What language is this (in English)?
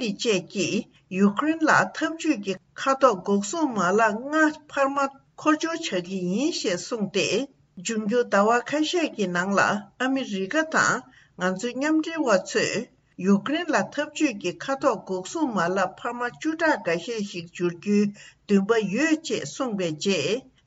Tibetan